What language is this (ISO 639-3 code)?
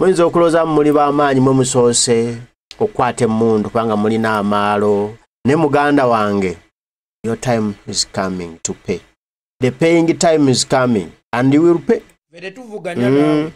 lug